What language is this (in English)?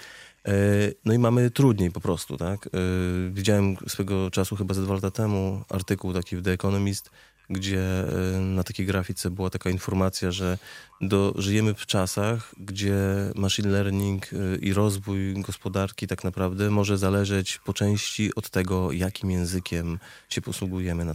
Polish